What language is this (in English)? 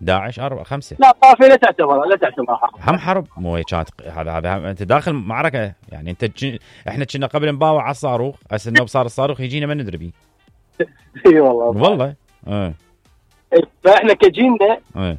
Mesopotamian Arabic